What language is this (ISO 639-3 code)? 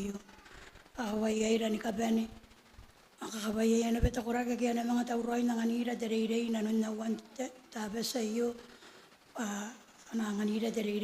gil